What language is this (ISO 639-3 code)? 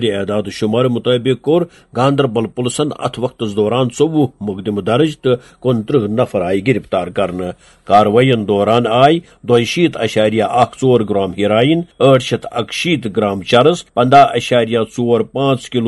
kas